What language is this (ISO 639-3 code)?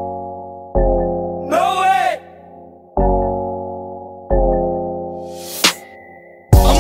eng